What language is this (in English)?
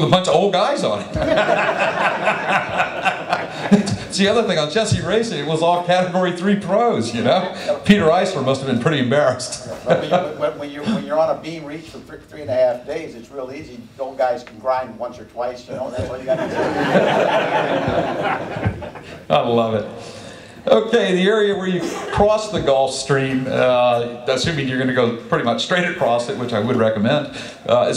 English